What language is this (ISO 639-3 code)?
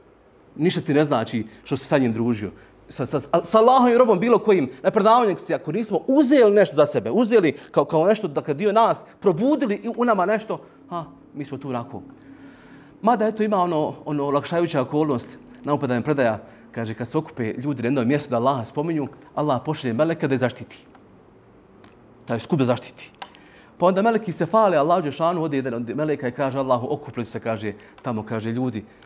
bos